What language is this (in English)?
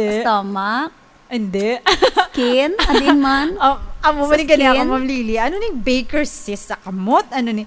Hiligaynon